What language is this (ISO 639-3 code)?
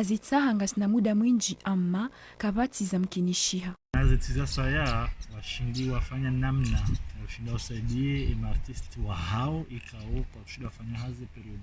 zdj